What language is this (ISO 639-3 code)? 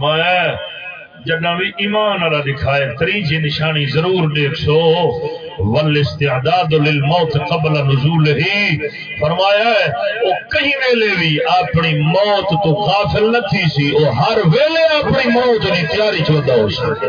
skr